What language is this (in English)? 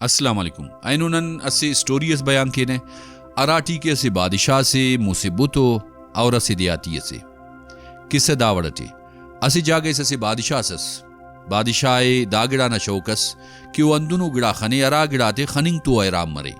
Brahui